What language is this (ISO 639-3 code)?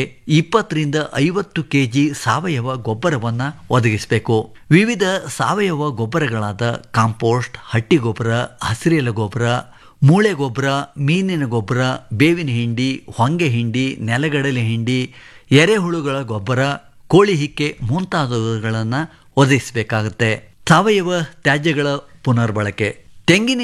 kan